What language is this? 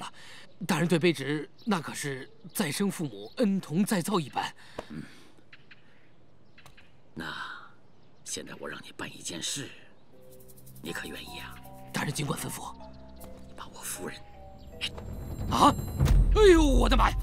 Chinese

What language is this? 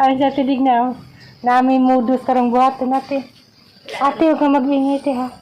Cebuano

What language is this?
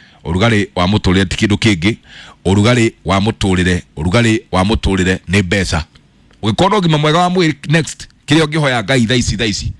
Kikuyu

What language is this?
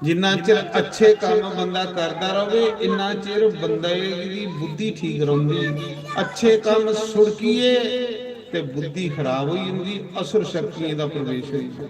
Dogri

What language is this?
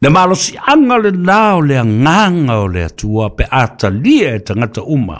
Samoan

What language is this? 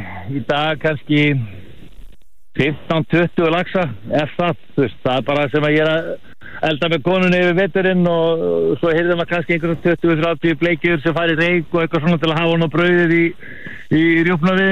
Icelandic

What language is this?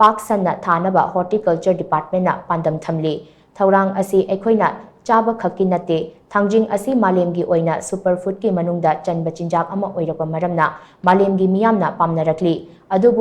Manipuri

